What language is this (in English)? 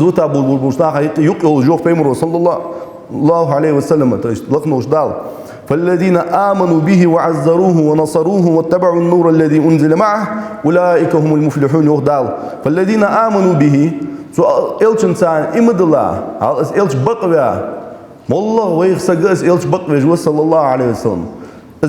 Ingush